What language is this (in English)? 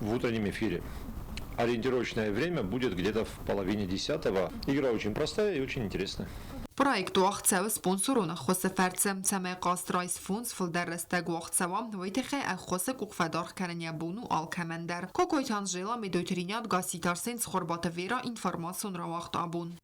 Ossetic